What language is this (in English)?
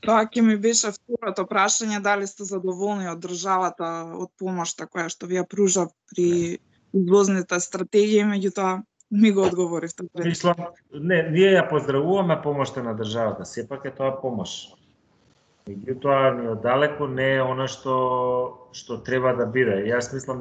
Macedonian